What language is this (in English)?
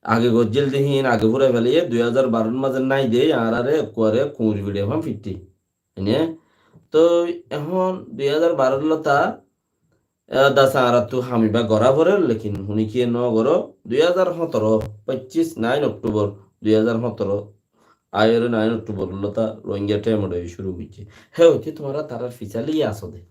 Rohingya